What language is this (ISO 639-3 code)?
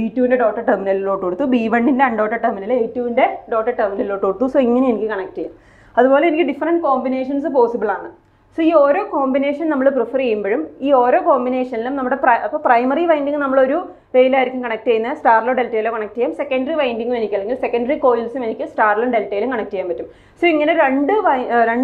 mal